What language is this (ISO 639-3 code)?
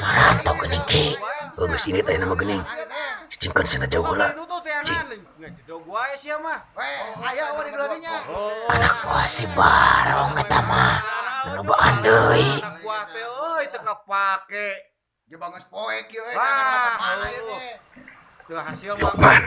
sun